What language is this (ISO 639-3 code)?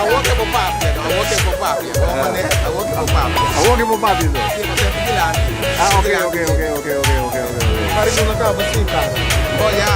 pap